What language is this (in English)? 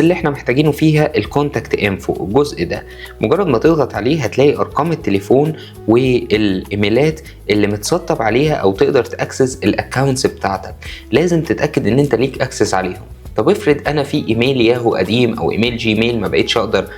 Egyptian Arabic